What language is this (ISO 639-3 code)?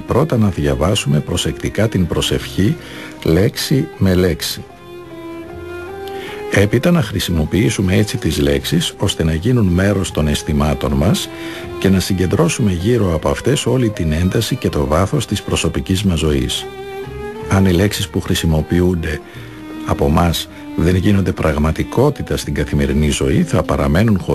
ell